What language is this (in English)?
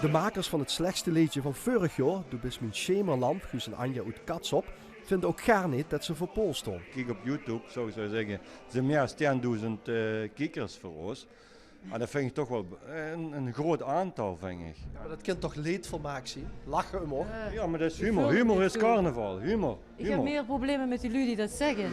Limburgish